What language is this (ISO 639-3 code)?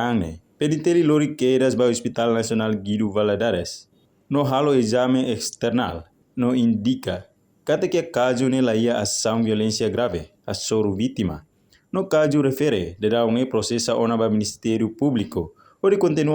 tet